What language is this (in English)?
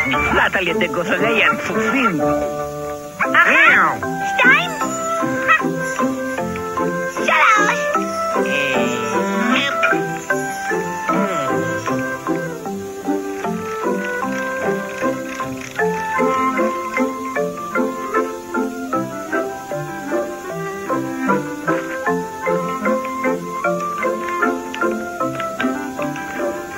Hebrew